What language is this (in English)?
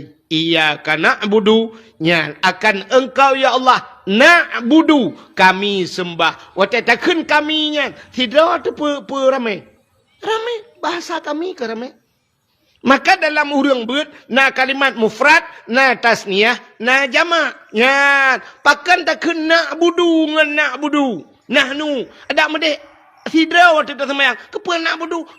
Achinese